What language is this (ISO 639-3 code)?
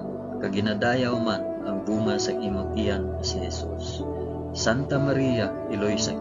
hil